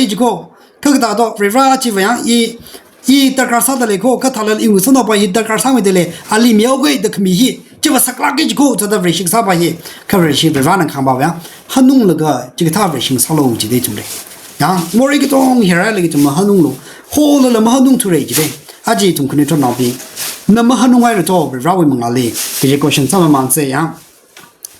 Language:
Tangkhul Naga (India)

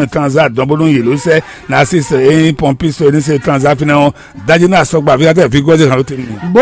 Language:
Fon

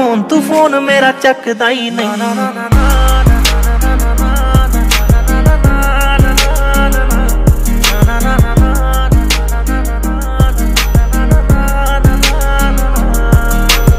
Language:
Punjabi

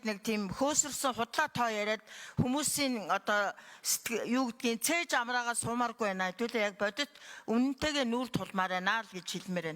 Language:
Mongolian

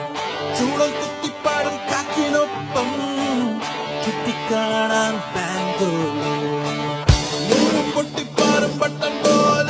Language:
Malayalam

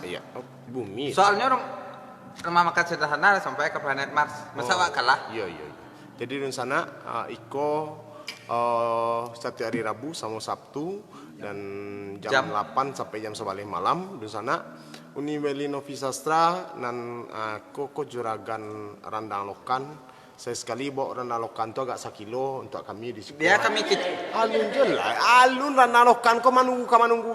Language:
Minangkabau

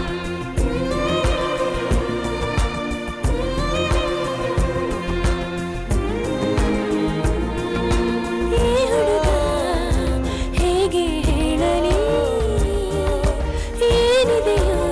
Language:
Kannada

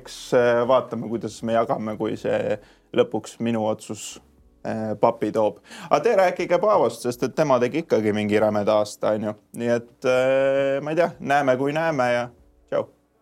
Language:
Estonian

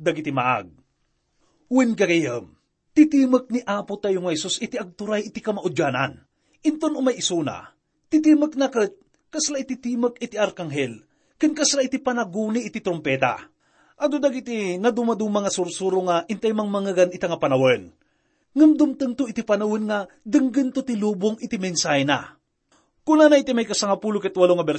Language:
Iloko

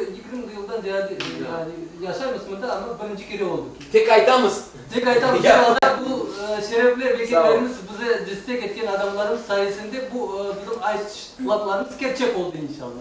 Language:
Crimean Tatar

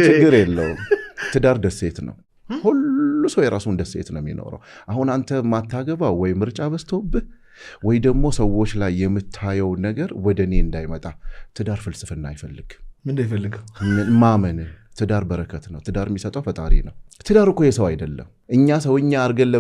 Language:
Amharic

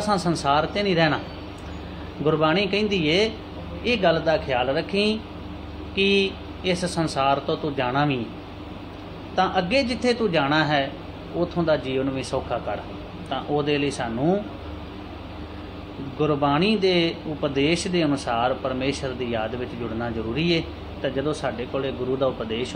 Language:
Punjabi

